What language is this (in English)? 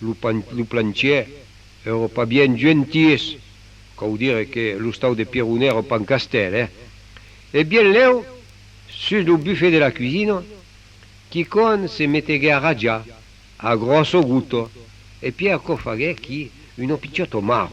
Occitan